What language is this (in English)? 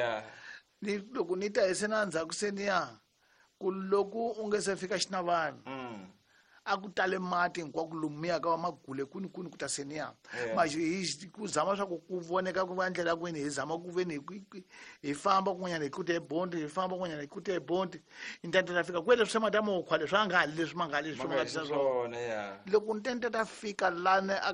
Tsonga